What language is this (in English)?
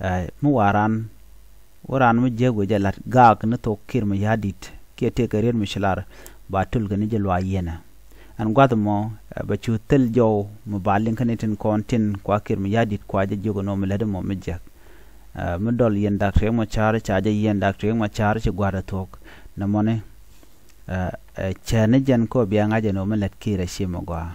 Nuer